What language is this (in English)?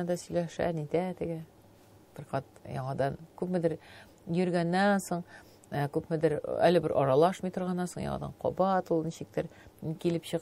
Tatar